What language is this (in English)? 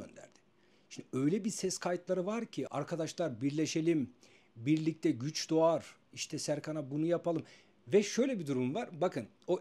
Turkish